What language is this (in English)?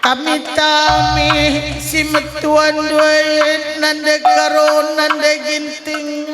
Batak Karo